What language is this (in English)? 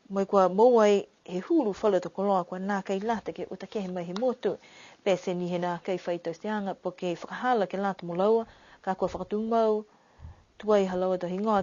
Niuean